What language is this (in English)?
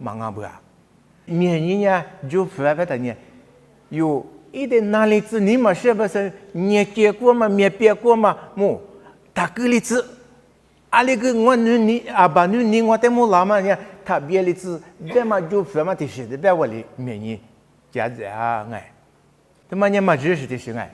Lisu